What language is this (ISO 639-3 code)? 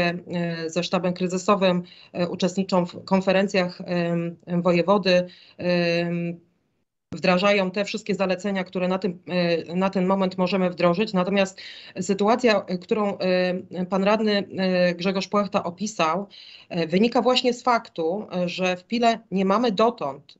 pol